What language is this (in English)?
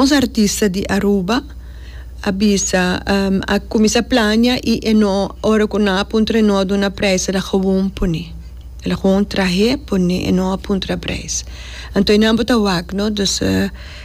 Papiamento